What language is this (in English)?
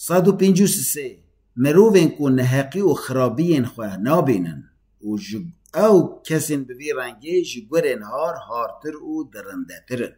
Kurdish